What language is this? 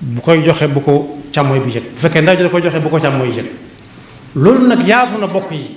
Wolof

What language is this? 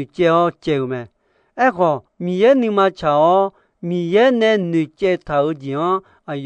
Akha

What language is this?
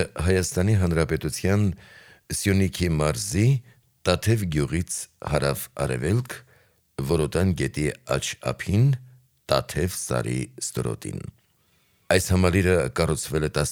Armenian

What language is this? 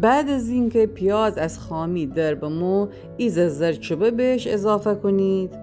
Gilaki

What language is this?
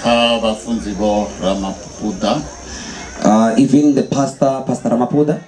Venda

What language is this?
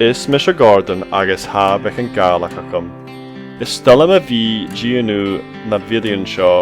Scottish Gaelic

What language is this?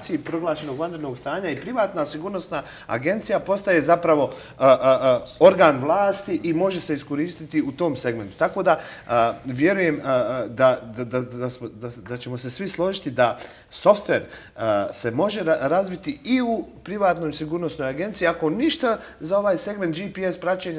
Bosnian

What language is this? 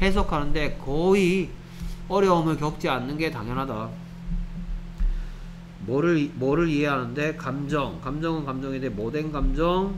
Korean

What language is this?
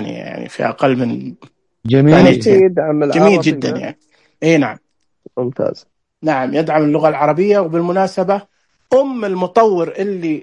Najdi Arabic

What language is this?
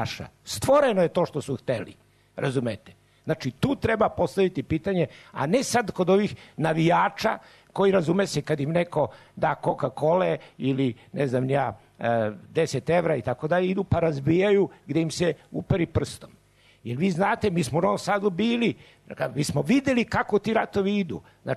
Serbian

